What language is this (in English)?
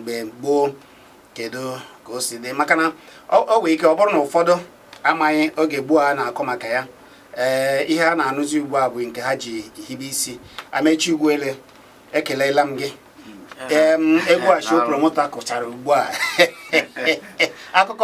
Igbo